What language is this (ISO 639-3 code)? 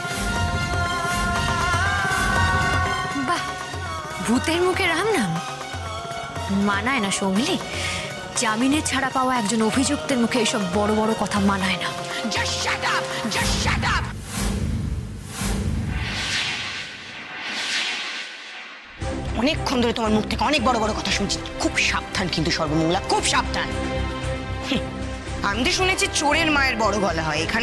ben